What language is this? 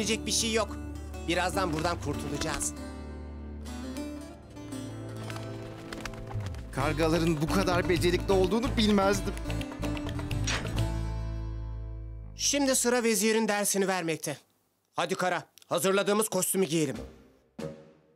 Turkish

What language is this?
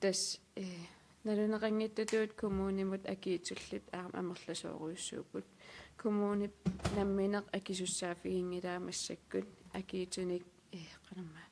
Kalaallisut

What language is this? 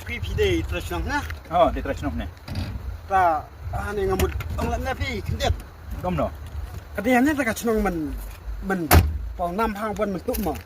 Khasi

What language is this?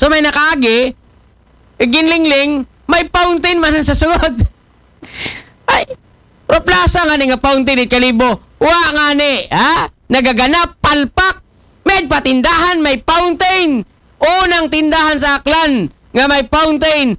Aklanon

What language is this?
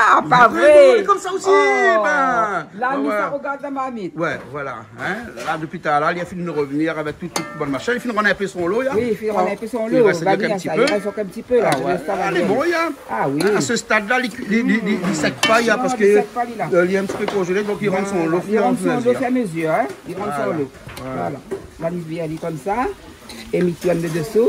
Réunion Creole French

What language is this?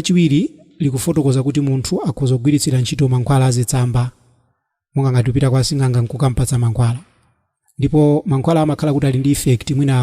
Nyanja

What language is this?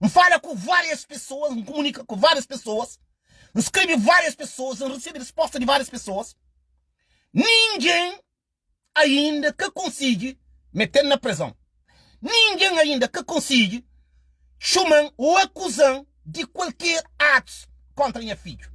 Kabuverdianu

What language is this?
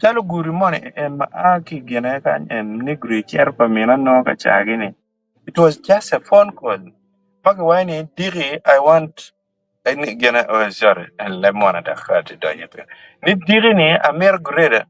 Acoli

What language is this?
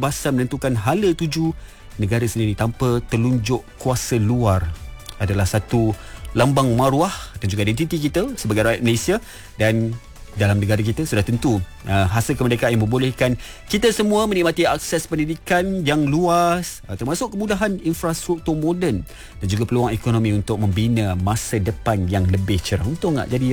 Malay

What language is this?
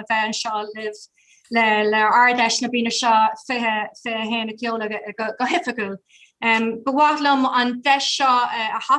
Irish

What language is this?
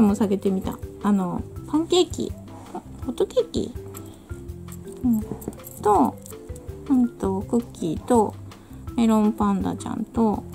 Japanese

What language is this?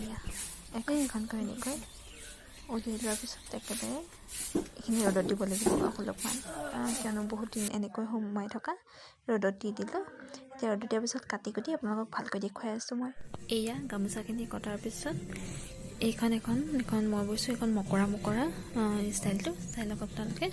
Assamese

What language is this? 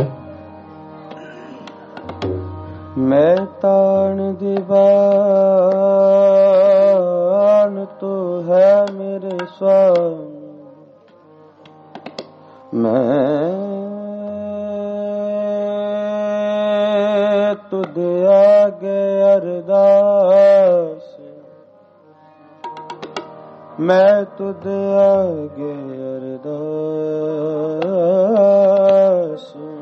Punjabi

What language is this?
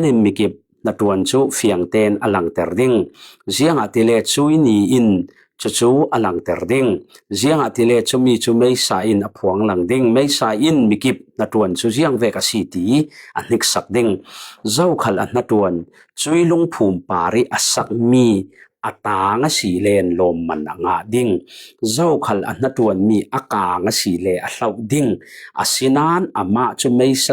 Falam Chin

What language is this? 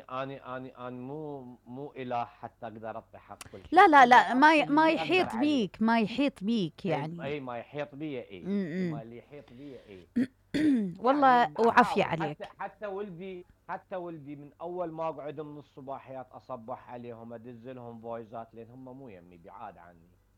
Mesopotamian Arabic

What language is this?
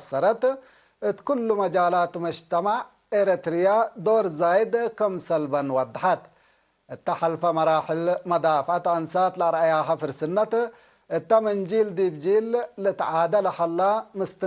Tigre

